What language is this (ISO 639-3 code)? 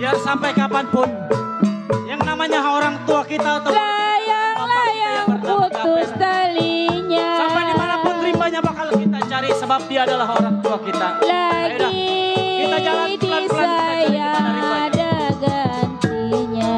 bew